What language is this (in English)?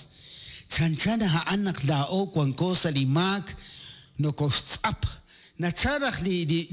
Kekchí